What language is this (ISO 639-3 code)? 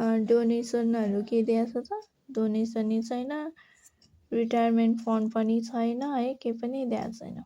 nep